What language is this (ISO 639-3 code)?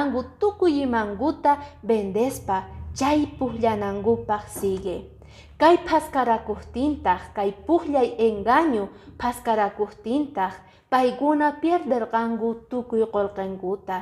que